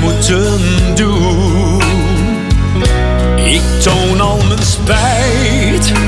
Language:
Dutch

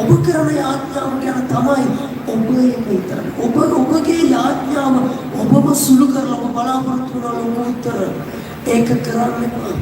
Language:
Sinhala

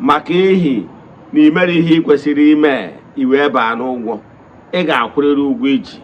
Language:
Igbo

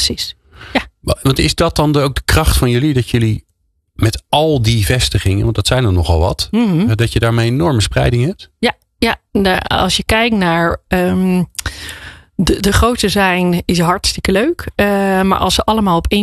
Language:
Dutch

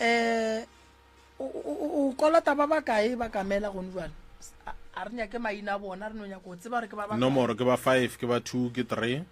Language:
Northern Sotho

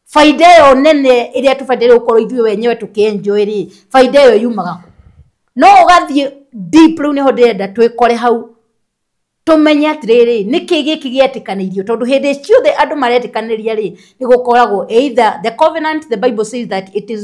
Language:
Kikuyu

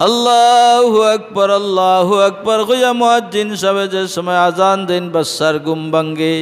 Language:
Sylheti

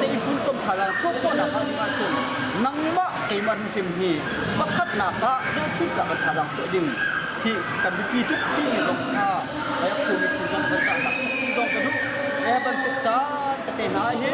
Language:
Hakha Chin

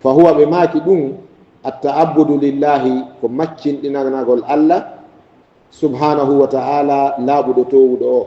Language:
Fula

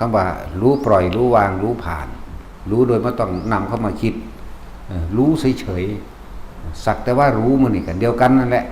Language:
Northeastern Thai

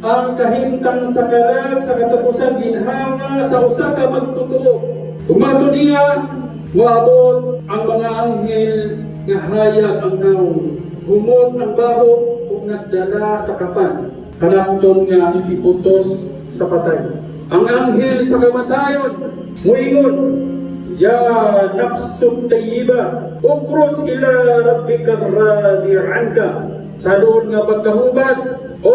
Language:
Cebuano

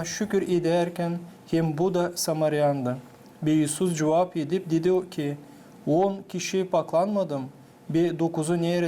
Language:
Gagauz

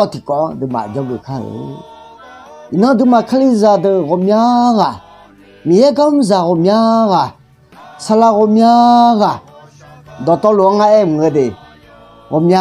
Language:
Akha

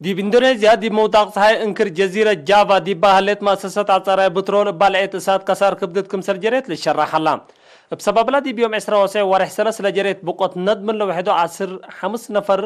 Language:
Tigre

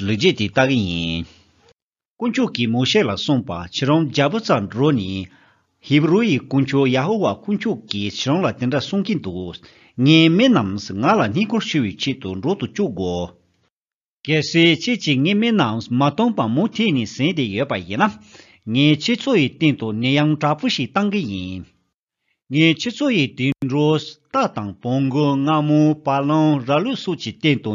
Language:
Tibetan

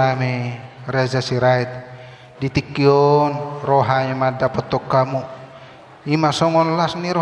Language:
Batak Toba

